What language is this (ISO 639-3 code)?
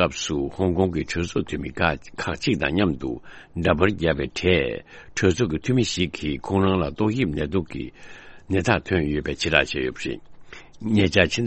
bod